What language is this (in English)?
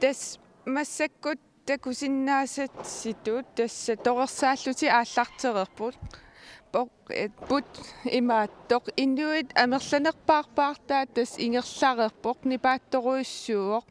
Kalaallisut